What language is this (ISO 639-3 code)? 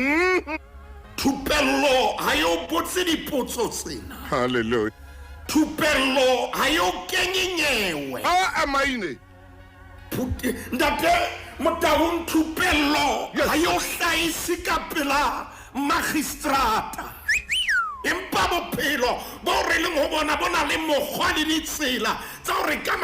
sot